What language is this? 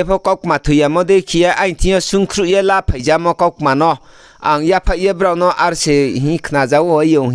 Riang (India)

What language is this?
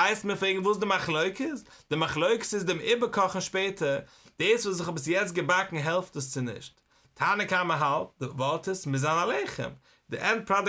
Yiddish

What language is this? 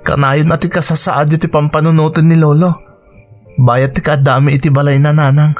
Iloko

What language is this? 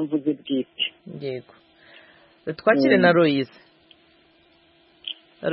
Kinyarwanda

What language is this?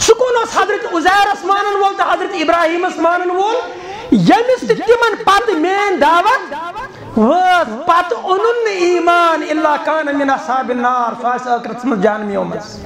Kashmiri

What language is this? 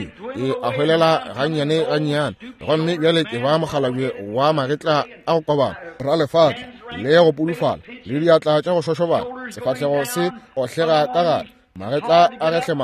Northern Sotho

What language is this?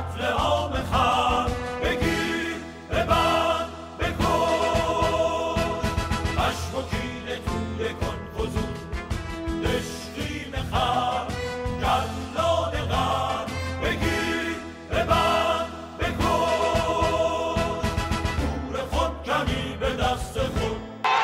Persian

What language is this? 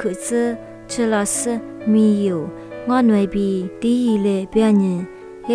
Lisu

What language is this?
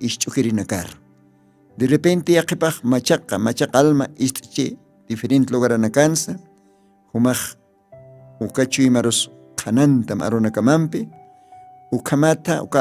Aymara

